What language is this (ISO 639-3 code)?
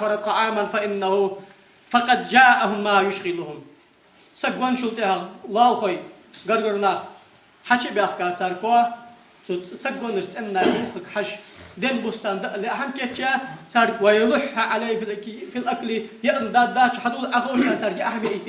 inh